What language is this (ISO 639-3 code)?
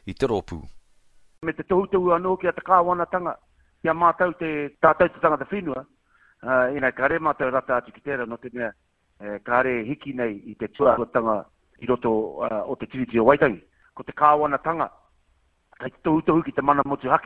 mri